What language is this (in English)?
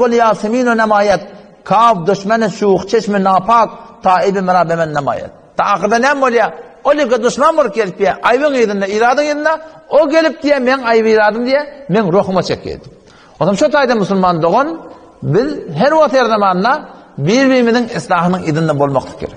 Turkmen